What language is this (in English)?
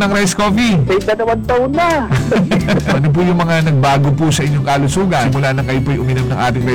Filipino